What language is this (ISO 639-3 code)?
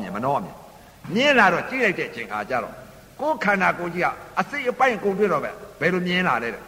mya